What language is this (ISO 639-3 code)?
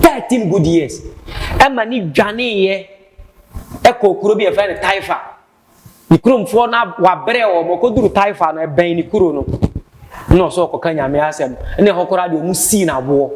aka